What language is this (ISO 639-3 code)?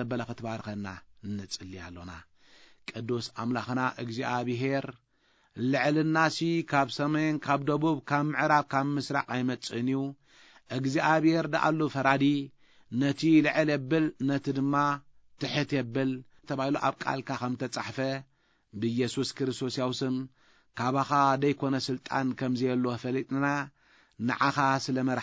tir